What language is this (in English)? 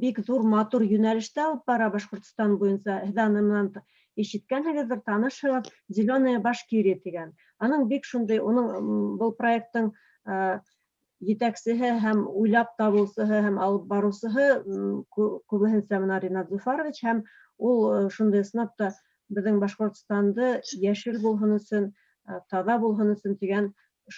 Bashkir